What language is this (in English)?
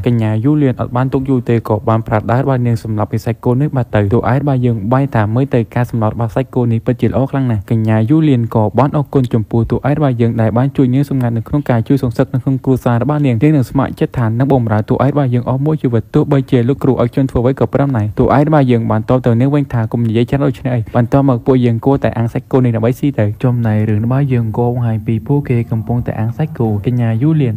Khmer